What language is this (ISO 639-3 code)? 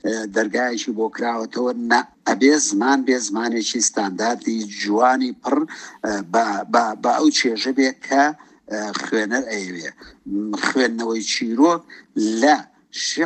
ckb